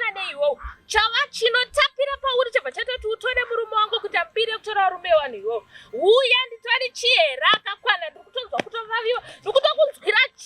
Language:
Shona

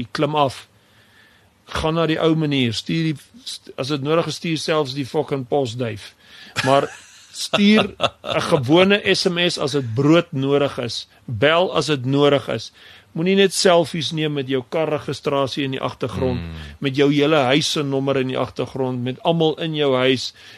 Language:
Afrikaans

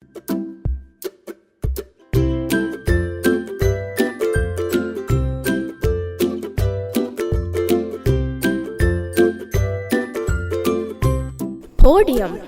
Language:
Divehi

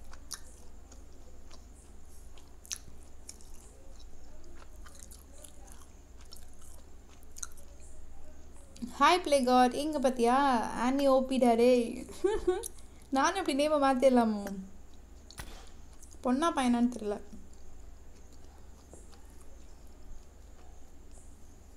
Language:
Tamil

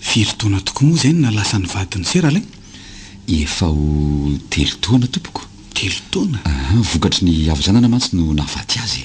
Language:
Malagasy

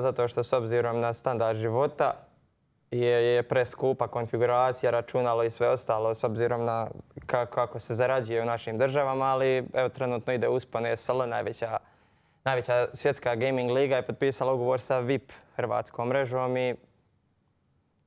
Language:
Croatian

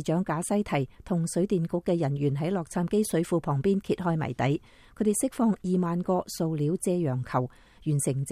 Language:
Cantonese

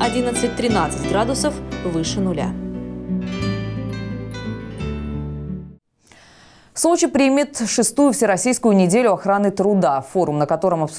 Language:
Russian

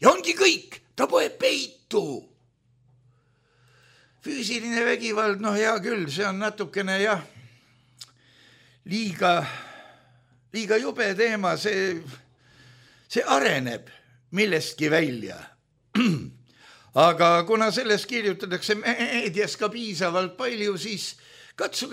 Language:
Estonian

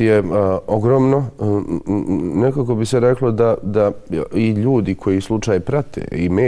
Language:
Bosnian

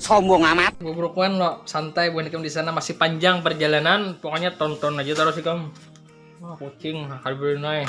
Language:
Banjar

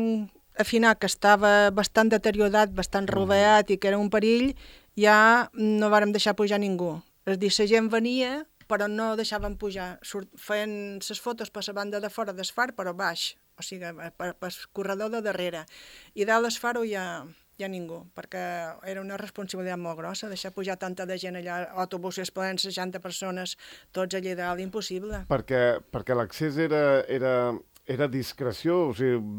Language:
Catalan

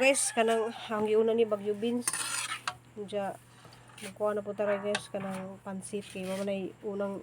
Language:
Cebuano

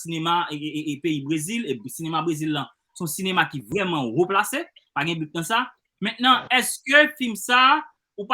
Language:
Haitian Creole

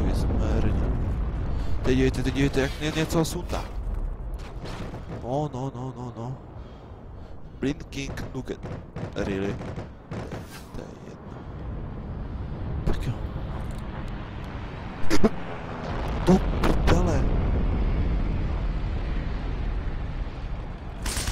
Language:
Czech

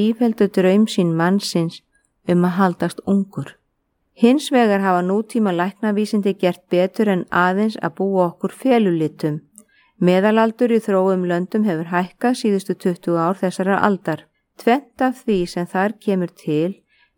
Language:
Icelandic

